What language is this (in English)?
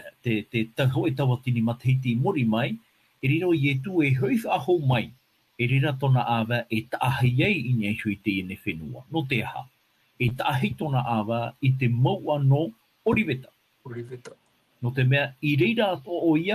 Tahitian